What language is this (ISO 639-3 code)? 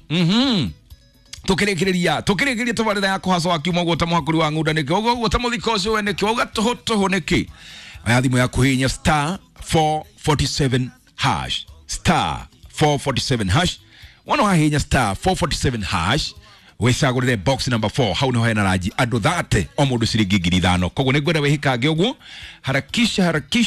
kik